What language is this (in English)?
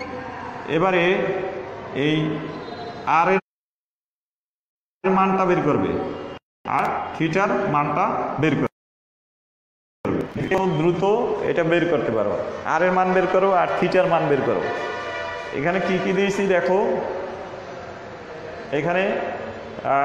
Bangla